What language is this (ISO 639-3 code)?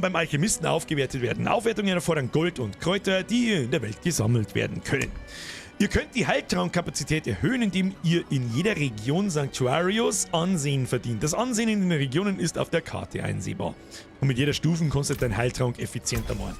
bar